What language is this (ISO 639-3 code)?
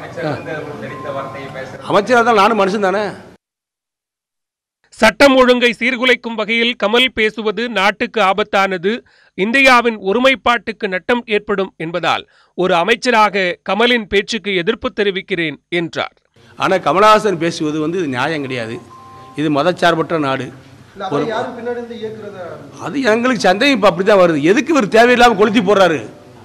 tam